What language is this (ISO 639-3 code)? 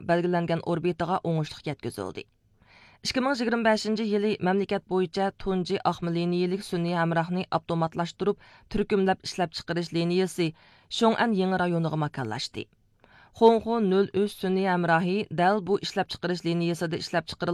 uig